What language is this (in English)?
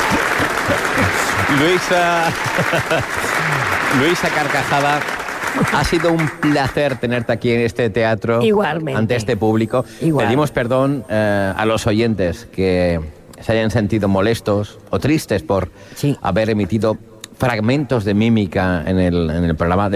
Spanish